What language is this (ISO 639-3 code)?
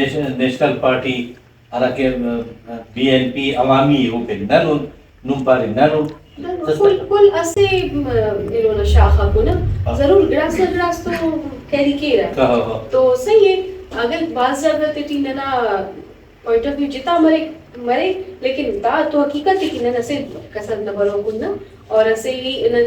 brh